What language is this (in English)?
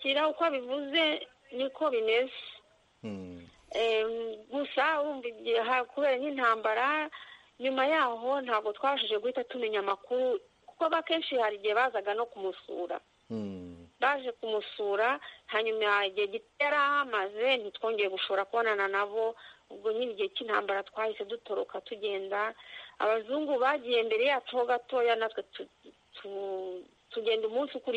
Kinyarwanda